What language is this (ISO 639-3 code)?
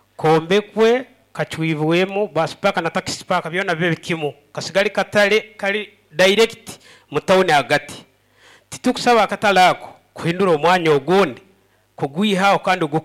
nyo